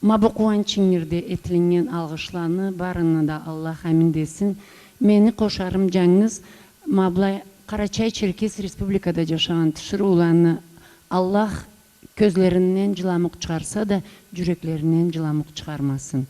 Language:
Karachay-Balkar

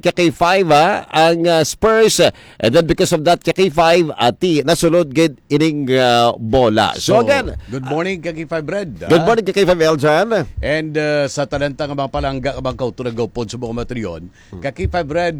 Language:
Hiligaynon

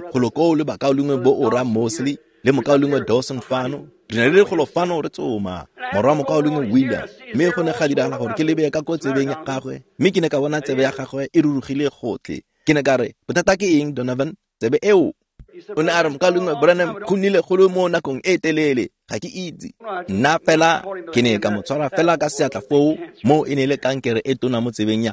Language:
Tswana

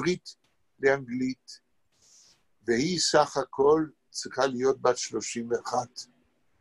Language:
Hebrew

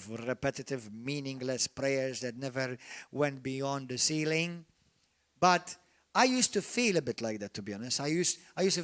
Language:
English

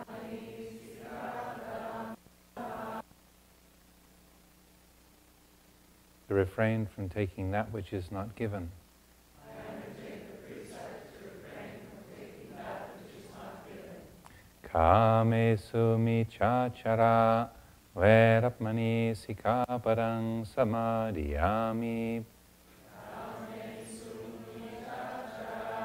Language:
English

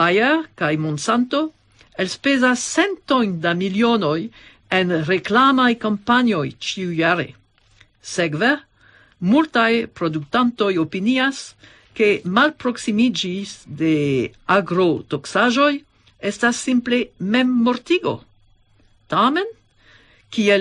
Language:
Esperanto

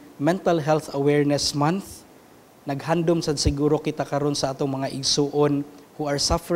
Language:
Cebuano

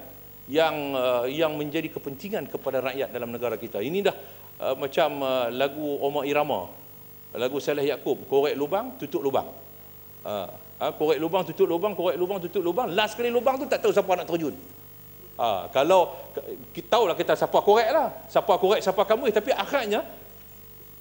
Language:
Malay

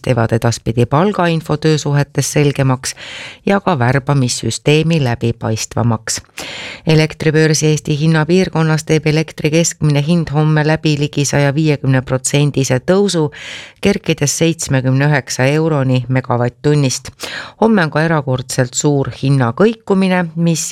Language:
Estonian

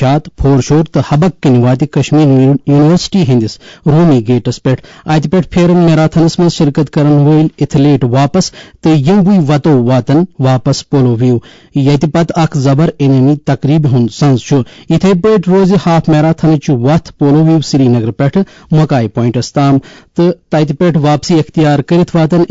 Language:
Kashmiri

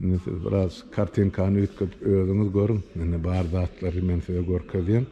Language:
Turkmen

